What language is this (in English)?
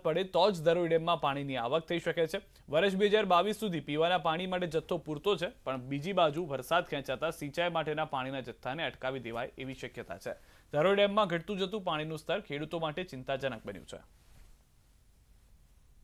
Gujarati